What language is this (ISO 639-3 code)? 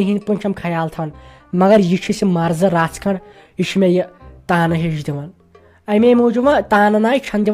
kas